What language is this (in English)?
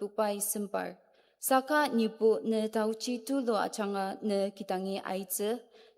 Ao Naga